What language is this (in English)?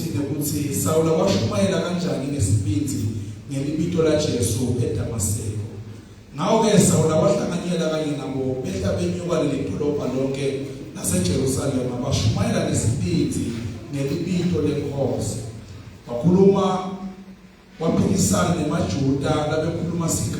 Swati